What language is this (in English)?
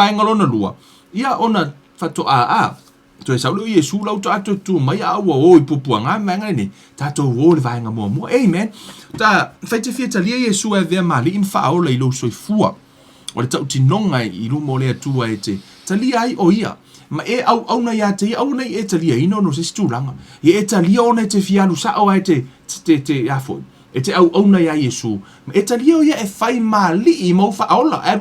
Samoan